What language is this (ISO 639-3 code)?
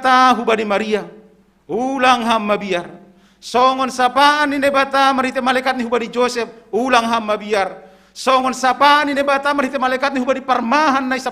bts